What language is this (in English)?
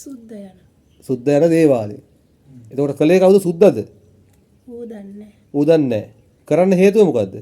Sinhala